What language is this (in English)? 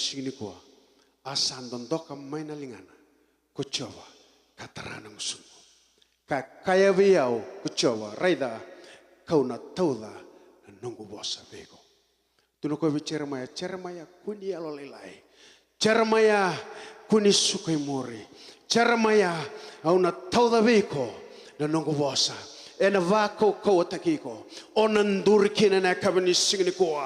Fijian